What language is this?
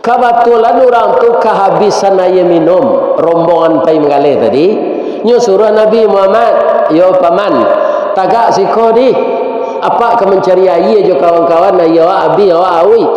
Minangkabau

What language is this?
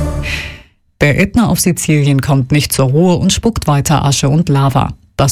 German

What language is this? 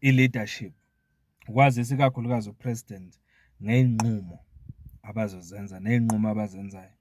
Zulu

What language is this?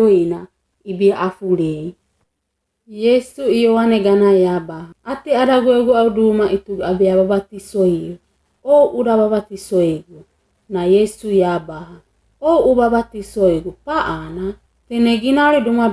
Wagawaga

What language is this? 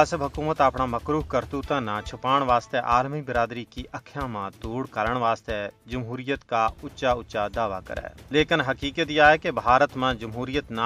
Gujari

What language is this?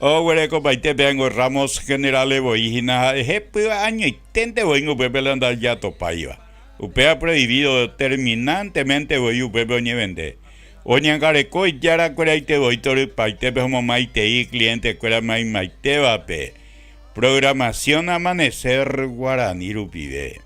Guarani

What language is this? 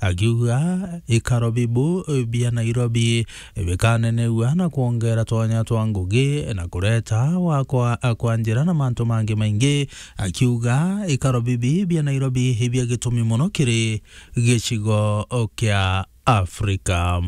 Meru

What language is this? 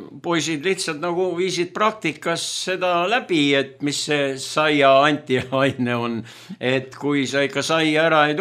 Estonian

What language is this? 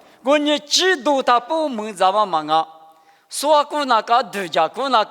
Lisu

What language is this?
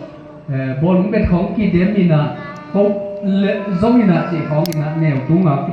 Tedim Chin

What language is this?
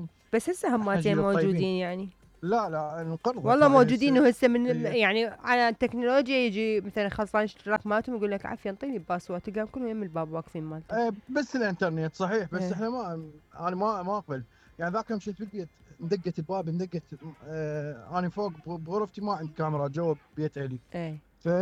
Mesopotamian Arabic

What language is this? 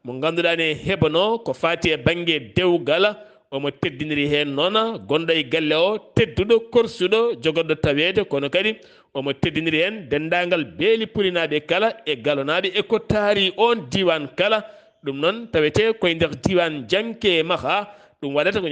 Fula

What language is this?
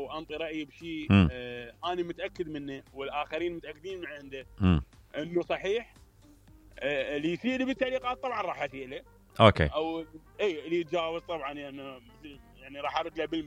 Mesopotamian Arabic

